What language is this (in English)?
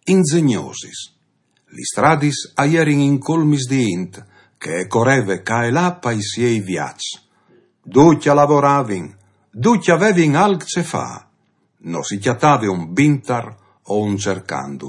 Friulian